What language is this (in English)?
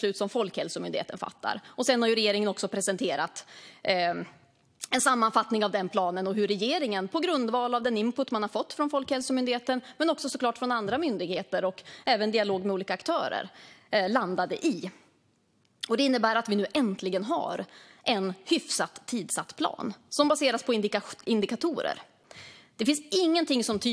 Swedish